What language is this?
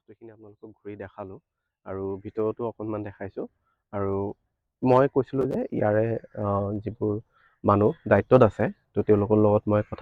Assamese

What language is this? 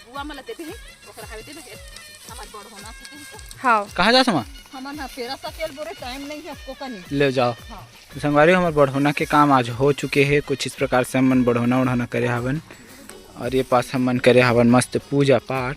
Chhattisgarhi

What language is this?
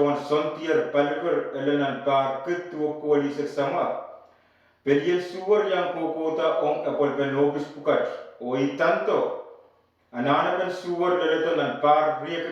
Pohnpeian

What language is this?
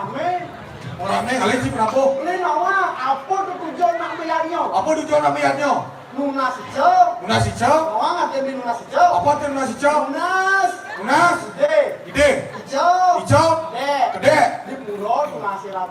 Balinese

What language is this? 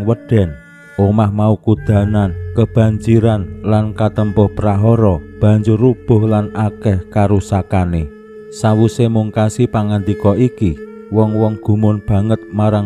Javanese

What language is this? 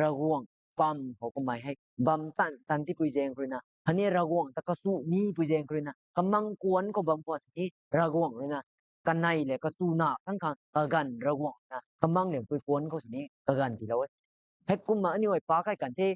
Rongmei Naga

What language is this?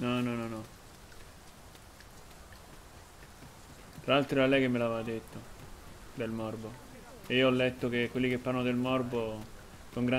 Italian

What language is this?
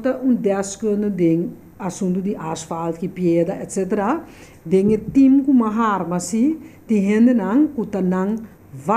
Papiamento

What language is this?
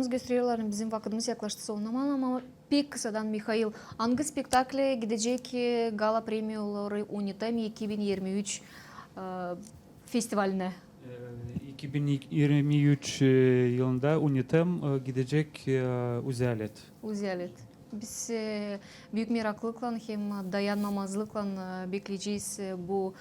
Gagauz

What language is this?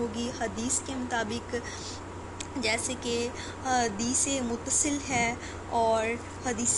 Urdu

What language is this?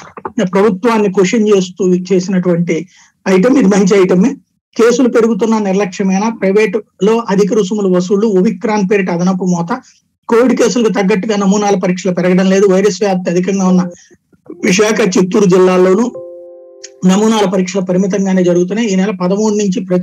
Telugu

